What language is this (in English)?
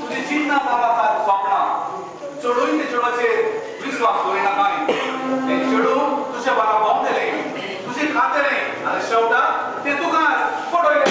Konkani